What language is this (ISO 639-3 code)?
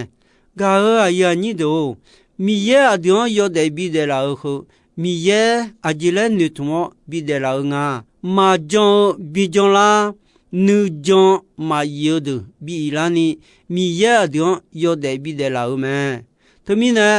ahk